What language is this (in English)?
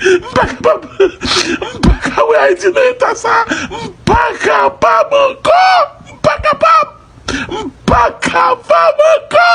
Haitian Creole